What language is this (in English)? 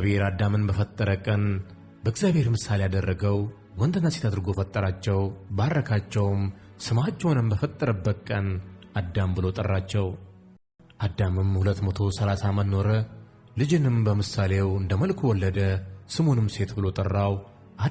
Amharic